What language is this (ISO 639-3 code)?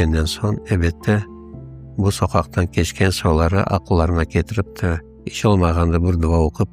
crh